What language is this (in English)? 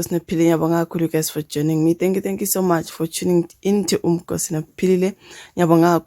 Zulu